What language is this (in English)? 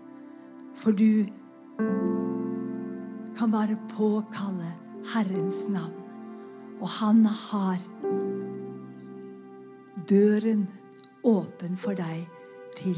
Norwegian